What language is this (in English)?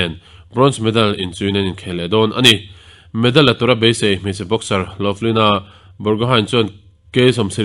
Mizo